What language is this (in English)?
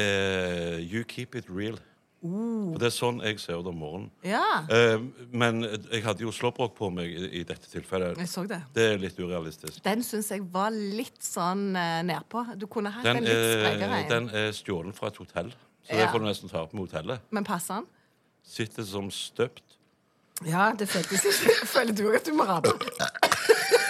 Norwegian